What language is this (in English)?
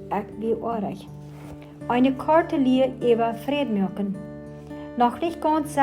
Plautdietsch